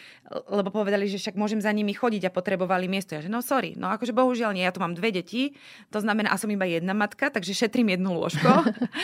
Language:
Slovak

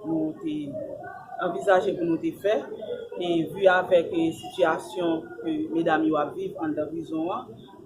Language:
Haitian Creole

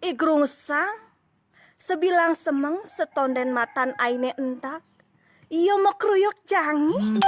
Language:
Balinese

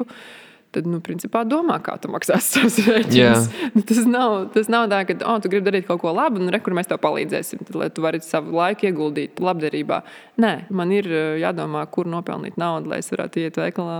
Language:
Latvian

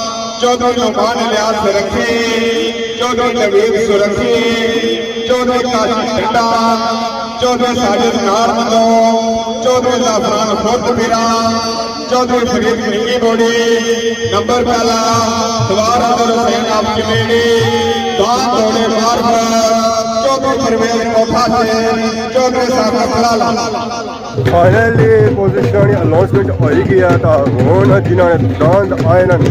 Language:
Pahari-Potwari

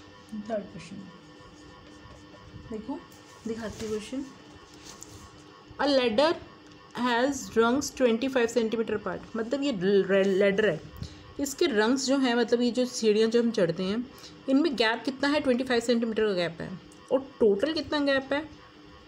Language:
Hindi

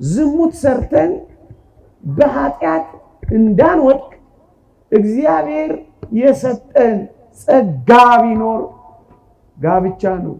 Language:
Amharic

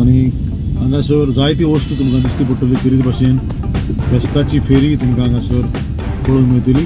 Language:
Konkani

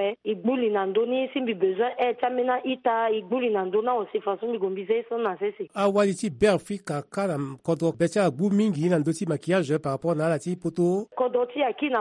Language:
Sango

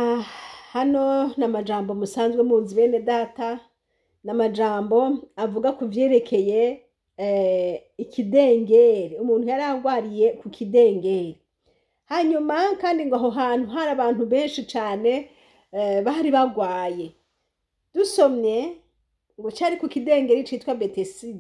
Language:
Rundi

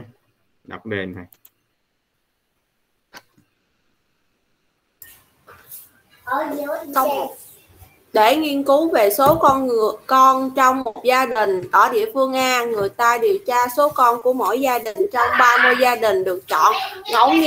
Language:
Vietnamese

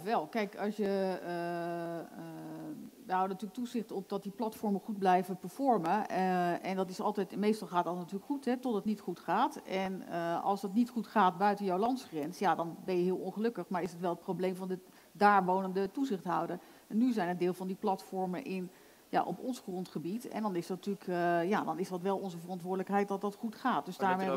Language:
Dutch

